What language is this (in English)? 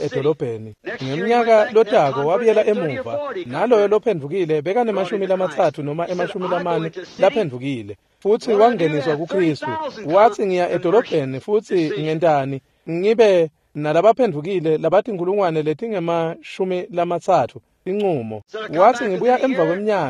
Swati